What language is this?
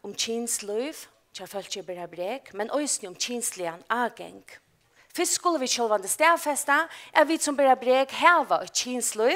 Faroese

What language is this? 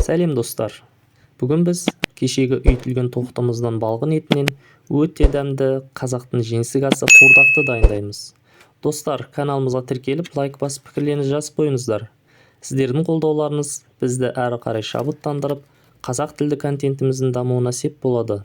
Kazakh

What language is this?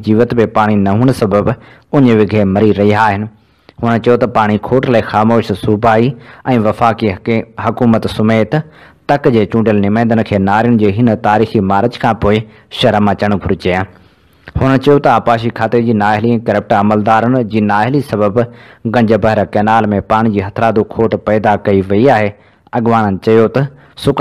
Sindhi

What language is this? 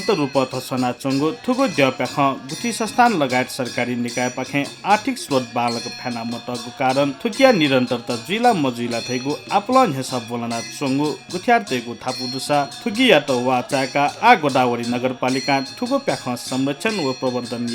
Newari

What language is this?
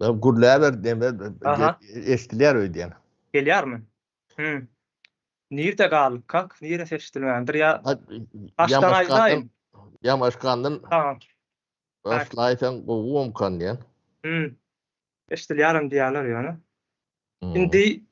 Turkmen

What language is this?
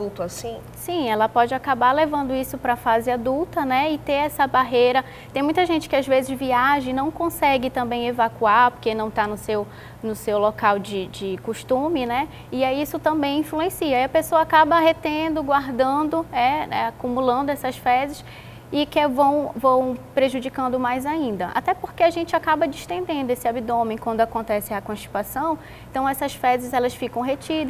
Portuguese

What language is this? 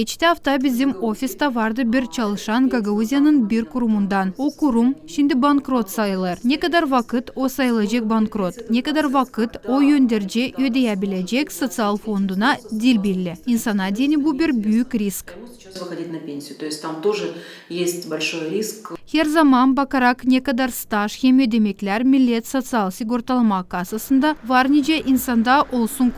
Gagauz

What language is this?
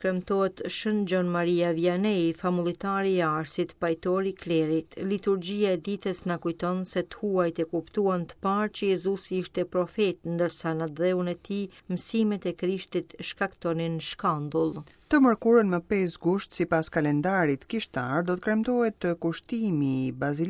Albanian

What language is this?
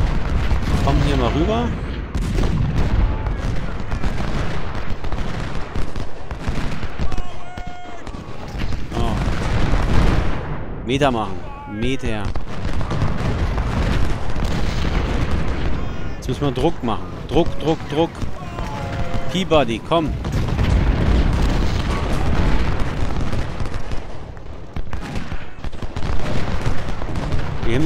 German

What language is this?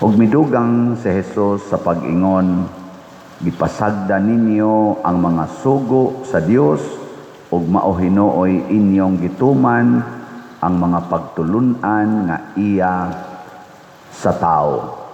Cebuano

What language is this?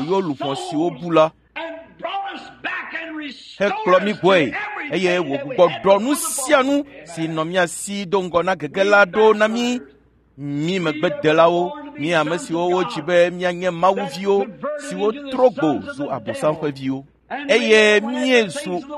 Ewe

